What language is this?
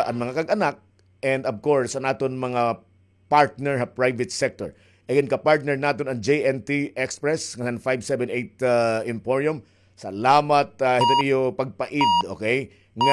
Waray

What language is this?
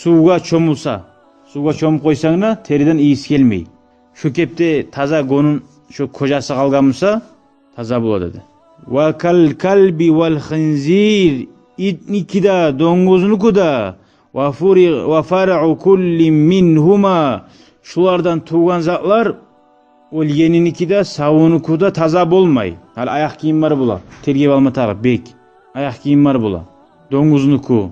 Kumyk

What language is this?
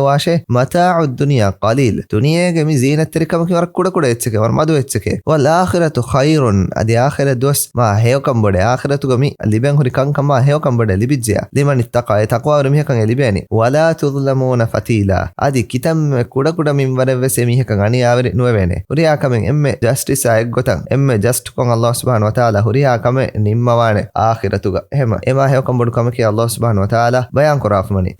Divehi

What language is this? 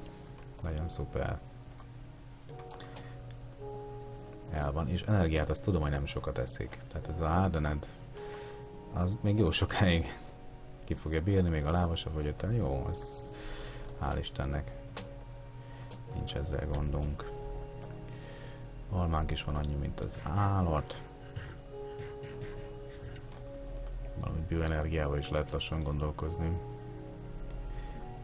Hungarian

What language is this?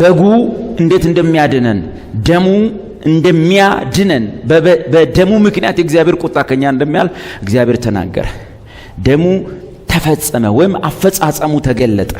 Amharic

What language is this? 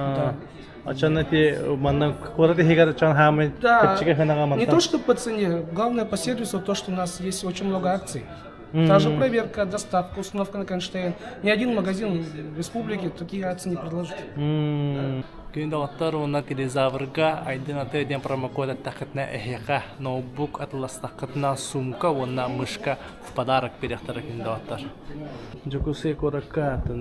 Yakut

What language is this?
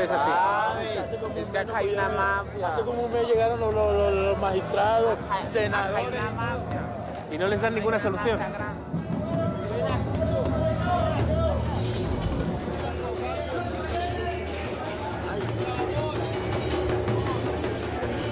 Spanish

